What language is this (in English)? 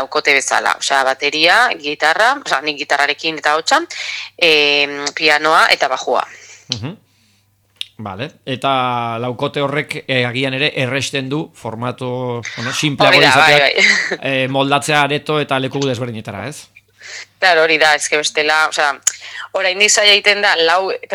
Basque